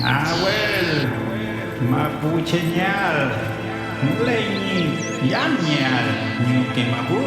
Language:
Mapuche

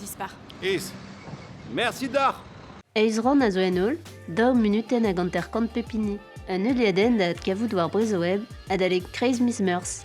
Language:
Breton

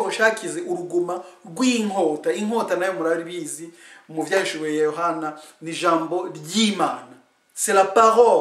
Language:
Rundi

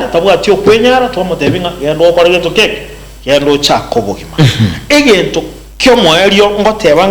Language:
Gusii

